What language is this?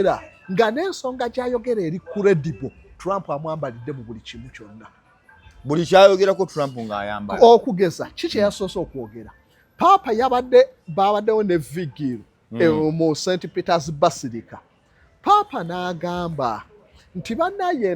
Ganda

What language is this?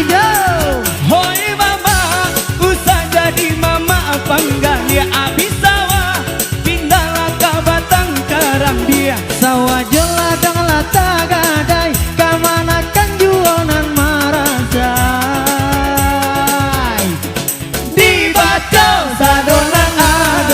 Minangkabau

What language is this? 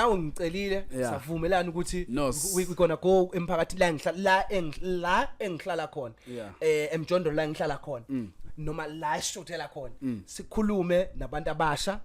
Zulu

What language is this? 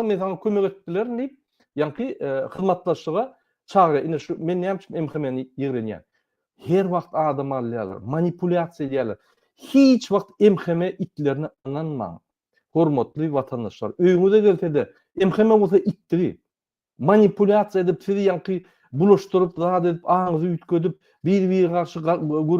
Turkmen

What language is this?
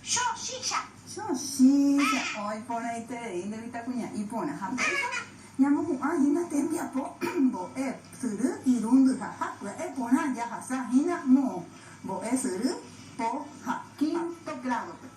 Guarani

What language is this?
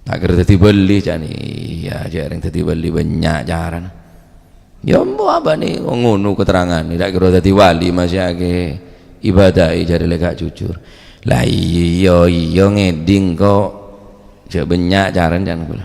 Madurese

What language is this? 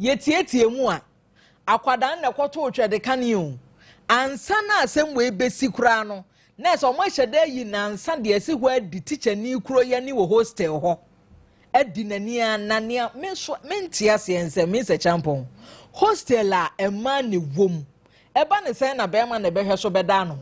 Akan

